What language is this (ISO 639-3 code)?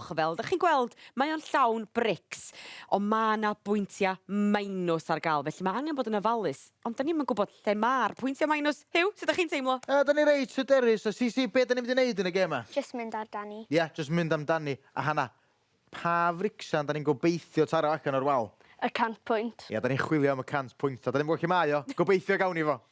cym